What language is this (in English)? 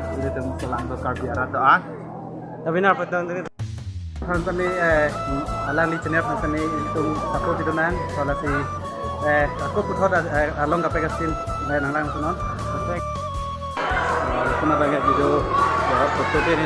Karbi